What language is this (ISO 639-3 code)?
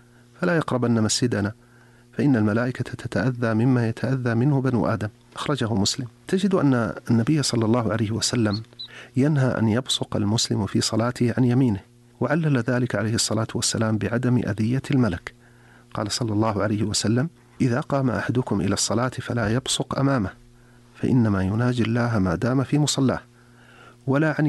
ara